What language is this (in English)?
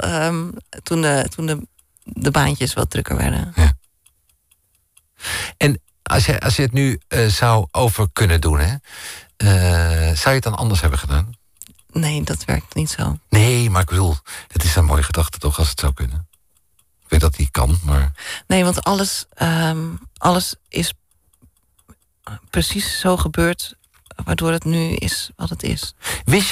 Dutch